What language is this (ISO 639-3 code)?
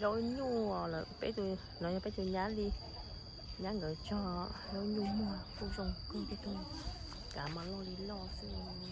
hmn